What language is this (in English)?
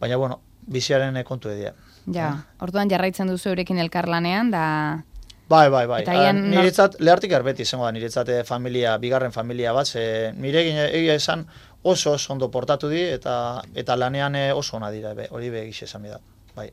Basque